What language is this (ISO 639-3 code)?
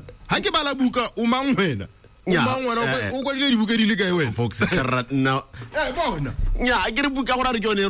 tsn